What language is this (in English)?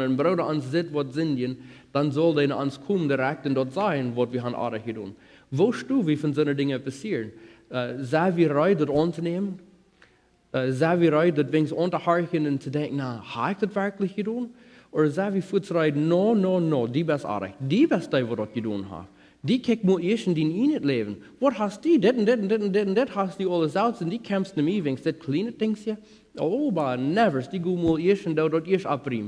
Plautdietsch